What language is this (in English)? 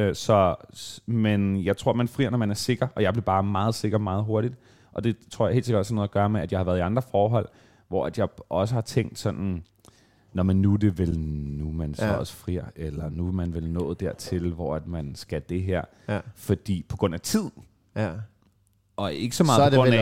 Danish